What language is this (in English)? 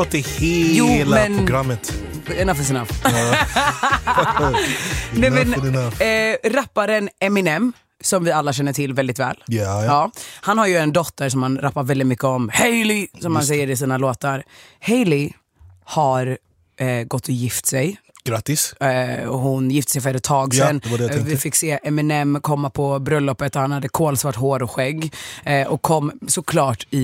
Swedish